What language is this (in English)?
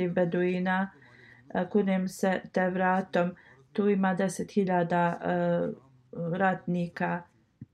Bosnian